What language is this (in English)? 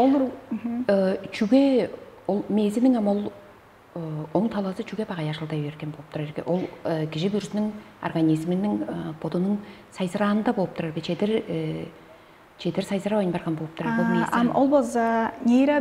Tuvinian